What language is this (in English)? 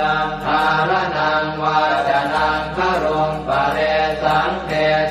Pali